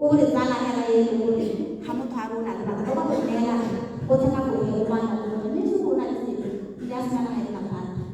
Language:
Tswana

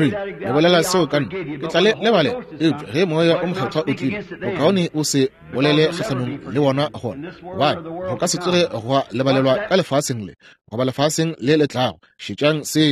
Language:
Northern Sotho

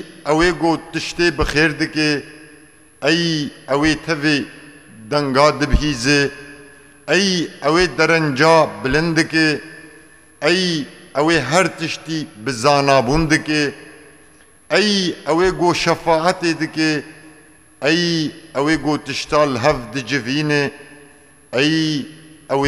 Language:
Kurdish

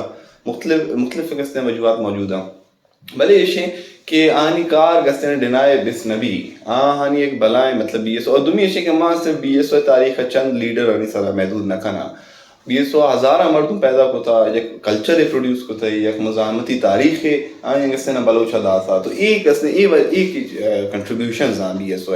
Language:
Brahui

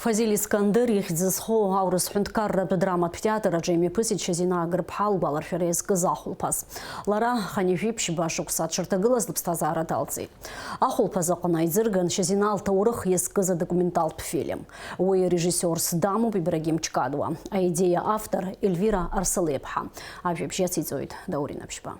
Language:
Abkhazian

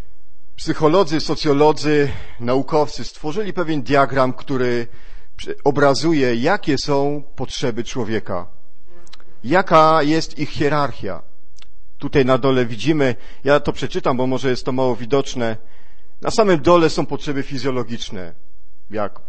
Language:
Polish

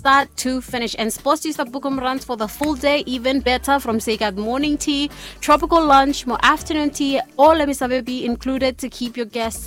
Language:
Bislama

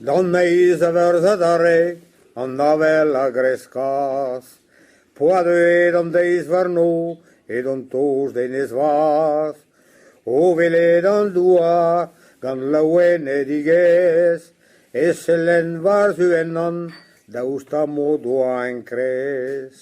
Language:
Breton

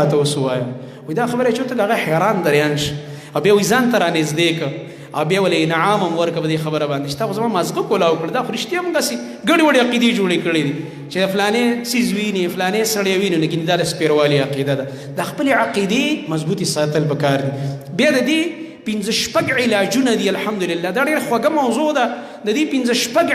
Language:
Pashto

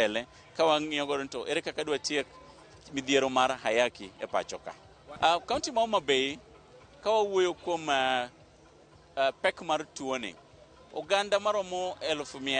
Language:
Luo (Kenya and Tanzania)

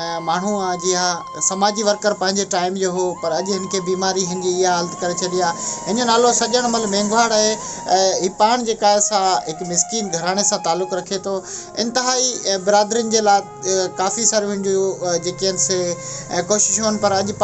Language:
Sindhi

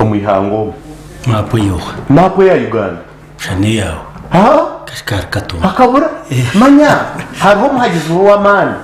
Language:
Nyankole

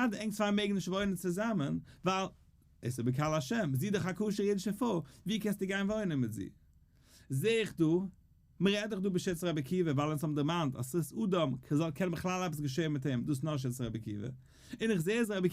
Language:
Yiddish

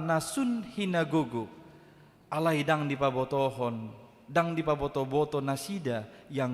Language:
Batak Toba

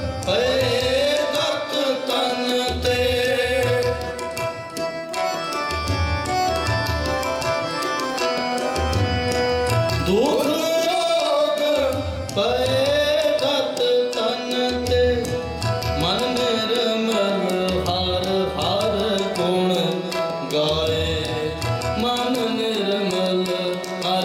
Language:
Hindi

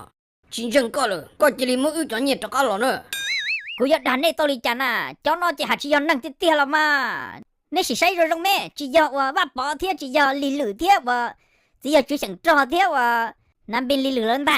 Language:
Hmong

